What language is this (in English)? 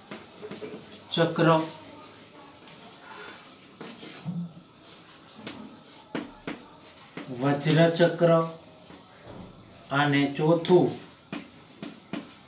Gujarati